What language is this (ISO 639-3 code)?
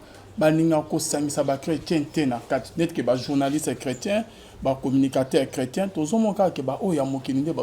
lin